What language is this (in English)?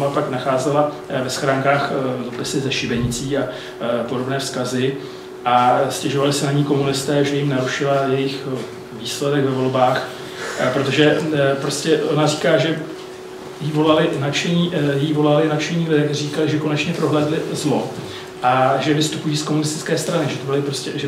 Czech